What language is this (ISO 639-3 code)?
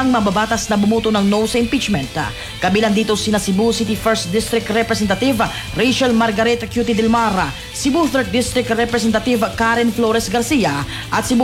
fil